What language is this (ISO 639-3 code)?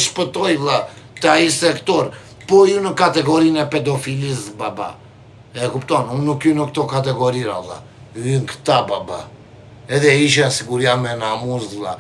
sqi